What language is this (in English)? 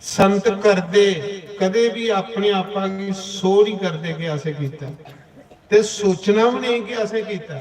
Dogri